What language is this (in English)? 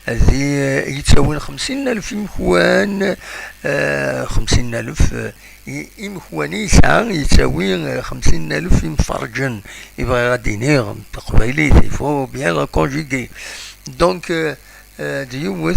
Kabyle